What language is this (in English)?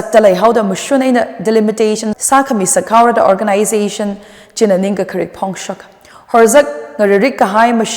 Tangkhul Naga (India)